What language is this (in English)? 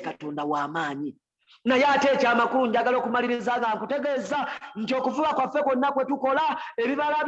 Ganda